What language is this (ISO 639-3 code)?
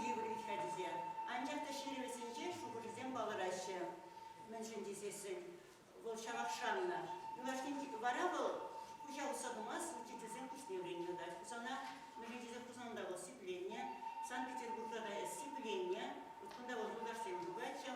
chv